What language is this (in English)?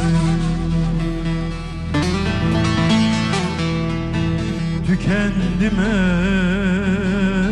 Turkish